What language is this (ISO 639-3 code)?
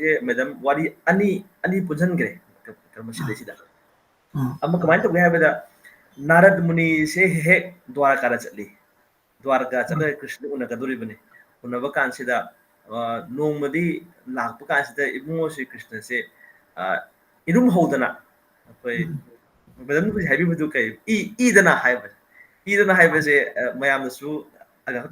mni